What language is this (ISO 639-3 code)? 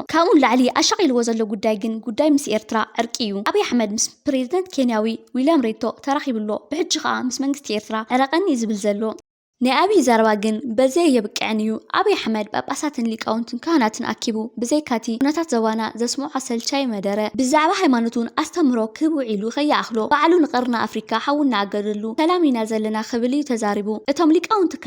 tir